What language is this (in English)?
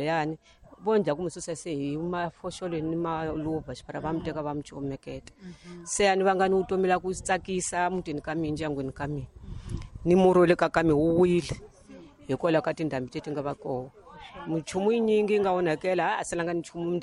Tsonga